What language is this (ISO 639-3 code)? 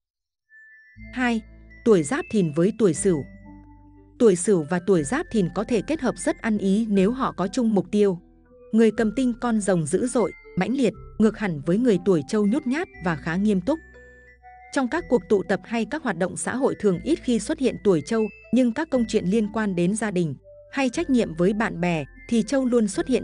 vie